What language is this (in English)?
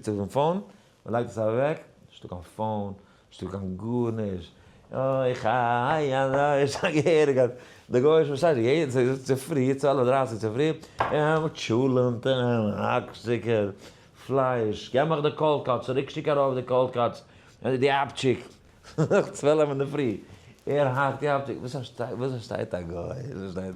Yiddish